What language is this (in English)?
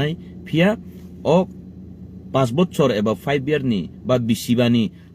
Kok Borok